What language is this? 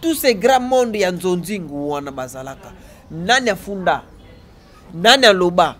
Lingala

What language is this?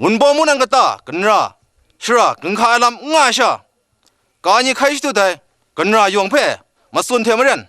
Kachin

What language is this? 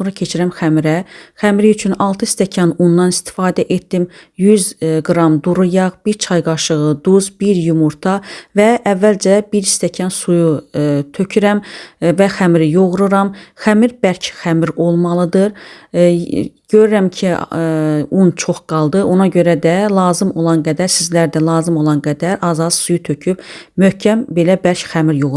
Azerbaijani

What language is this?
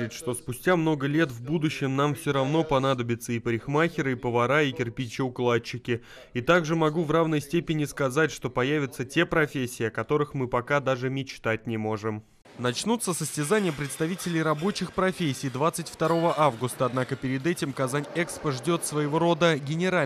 Russian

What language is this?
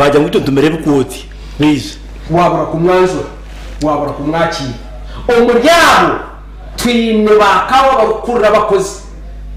Nyankole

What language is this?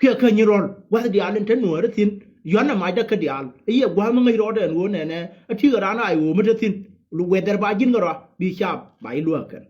Nuer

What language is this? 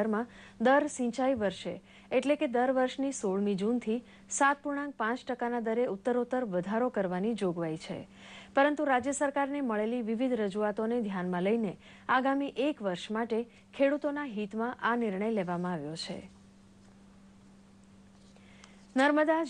Gujarati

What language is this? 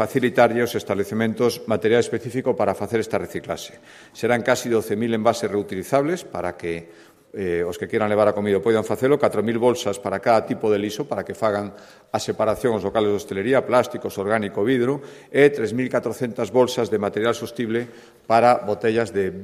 Galician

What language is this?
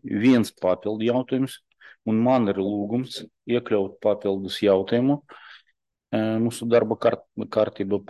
Latvian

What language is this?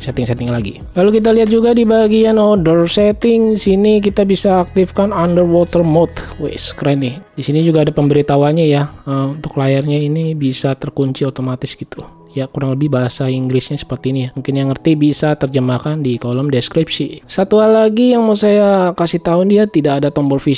Indonesian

